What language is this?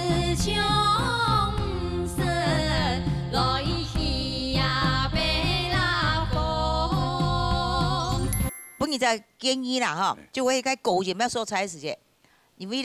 Chinese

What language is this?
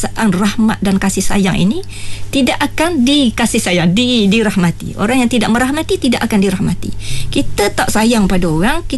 Malay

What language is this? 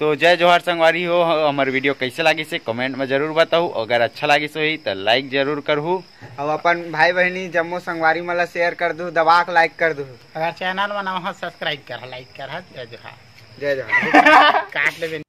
Chhattisgarhi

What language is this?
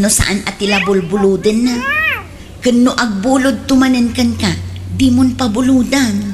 Iloko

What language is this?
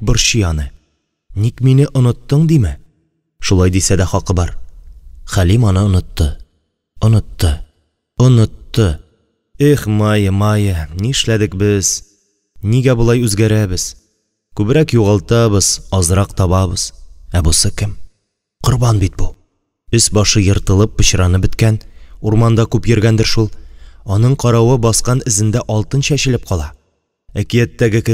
Tatar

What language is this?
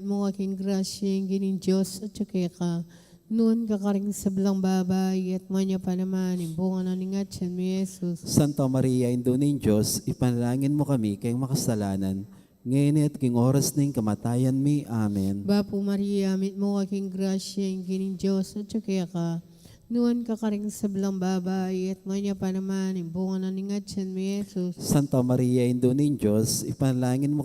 Pampanga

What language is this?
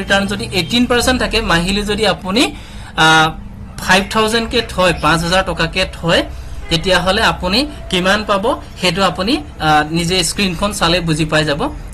Assamese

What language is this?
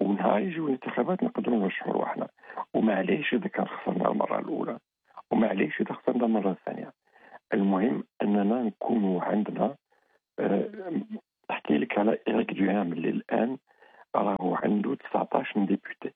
Algerian Arabic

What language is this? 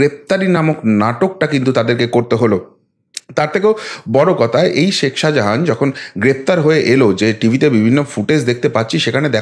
Bangla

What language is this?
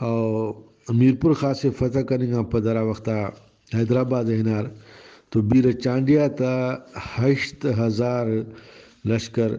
Brahui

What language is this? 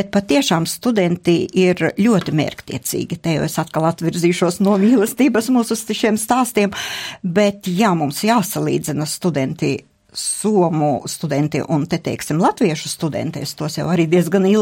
Latvian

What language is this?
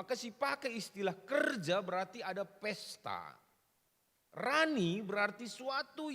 Batak Karo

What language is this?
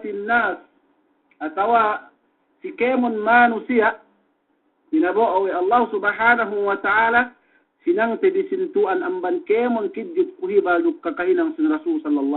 Yakan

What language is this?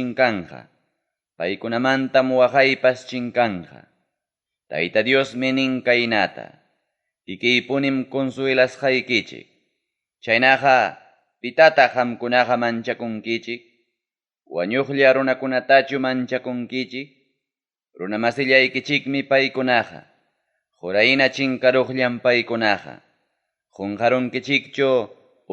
Ayacucho Quechua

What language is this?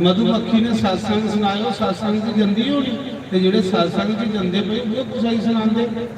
Dogri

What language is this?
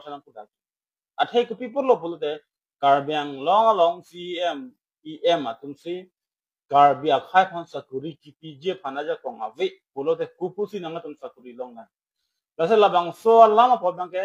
Karbi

